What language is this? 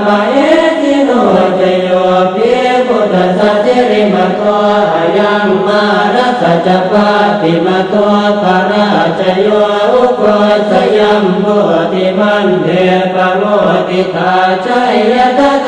Pali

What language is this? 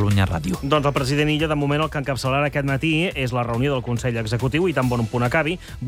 Catalan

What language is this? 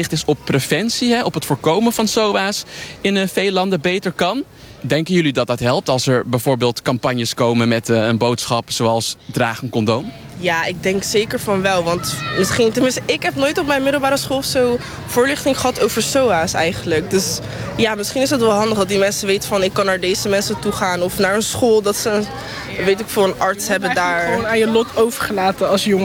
Dutch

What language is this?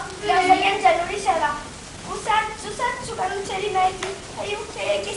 Sicilian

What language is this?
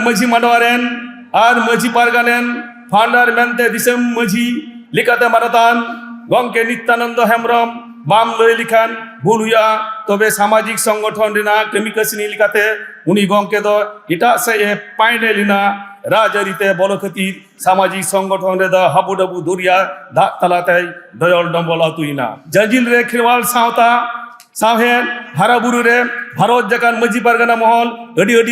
Santali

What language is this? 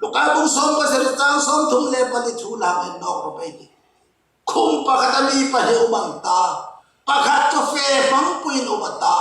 Hmar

